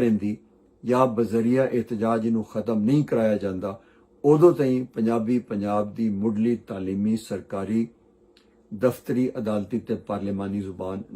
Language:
Western Panjabi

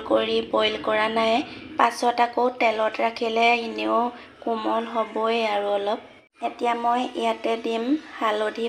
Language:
Assamese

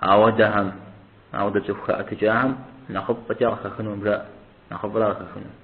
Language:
Kabardian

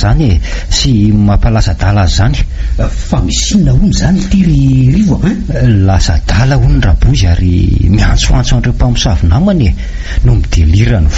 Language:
Malagasy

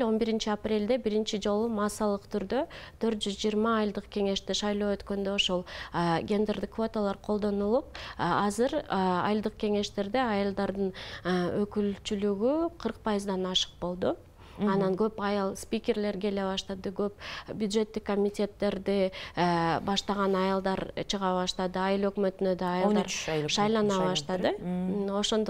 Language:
Kyrgyz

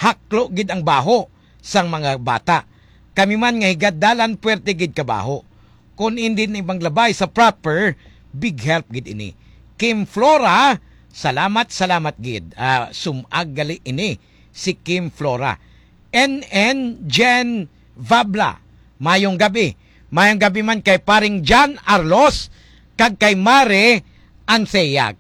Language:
Hiligaynon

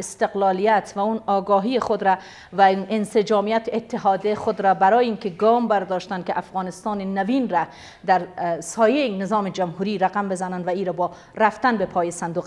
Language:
Persian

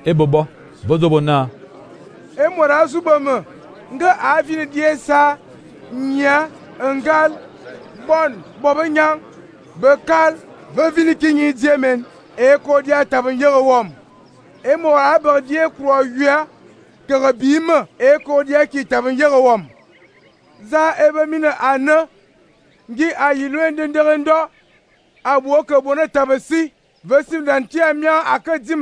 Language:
Fang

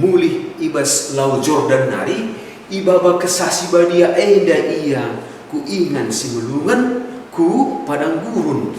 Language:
Batak Karo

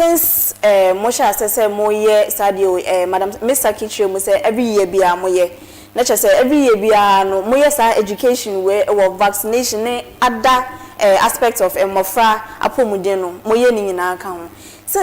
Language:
Akan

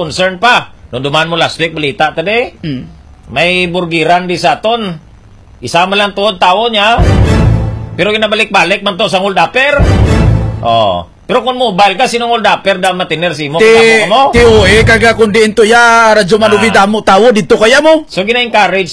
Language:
Hiligaynon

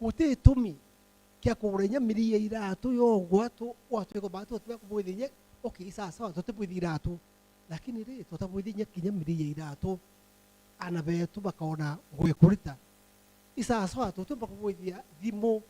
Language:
Meru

